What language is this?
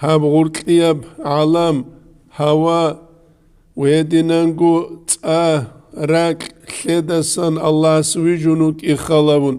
Avaric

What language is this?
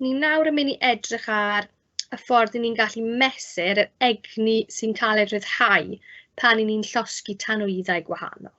Welsh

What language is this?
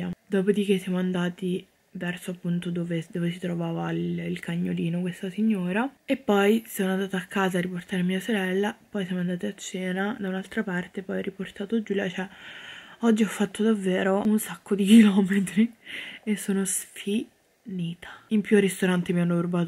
Italian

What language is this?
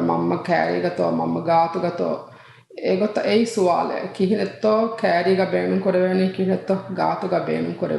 Divehi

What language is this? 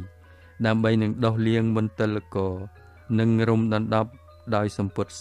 Khmer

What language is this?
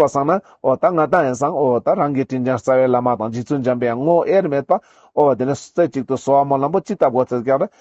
Ladakhi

